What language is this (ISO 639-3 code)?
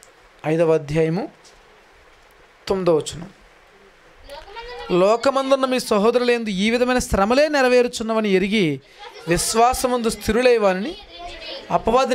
tel